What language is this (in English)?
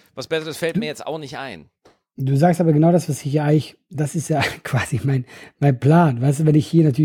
German